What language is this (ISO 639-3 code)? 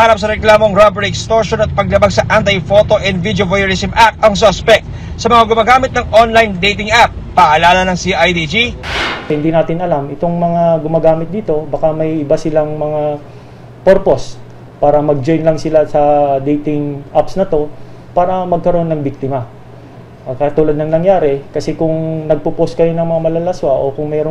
fil